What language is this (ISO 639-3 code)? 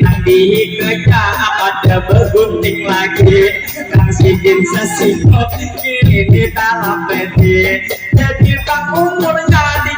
bjn